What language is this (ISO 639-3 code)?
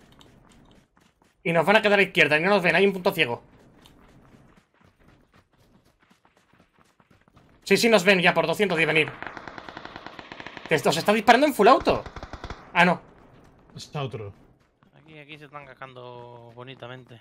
spa